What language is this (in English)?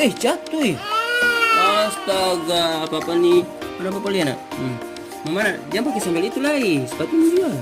Ambonese Malay